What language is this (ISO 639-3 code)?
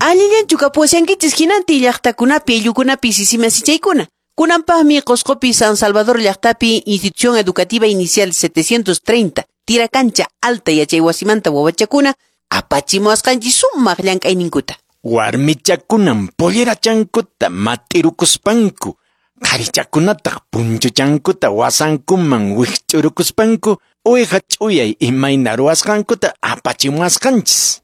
que